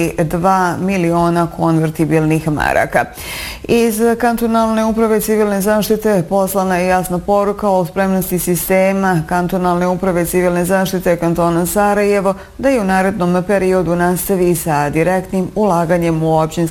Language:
Bosnian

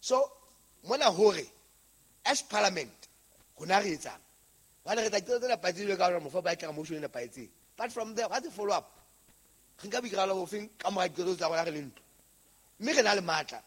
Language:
Southern Sotho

